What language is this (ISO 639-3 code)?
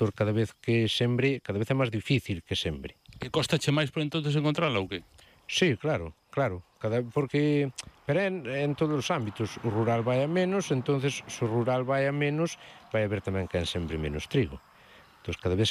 glg